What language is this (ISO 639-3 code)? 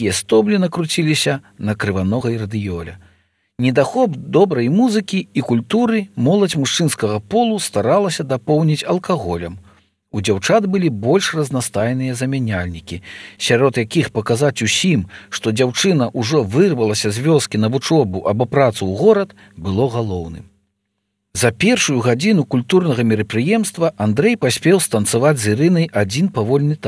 bel